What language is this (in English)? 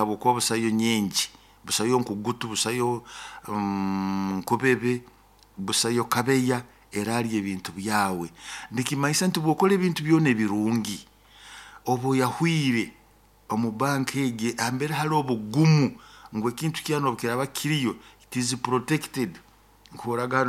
Nyoro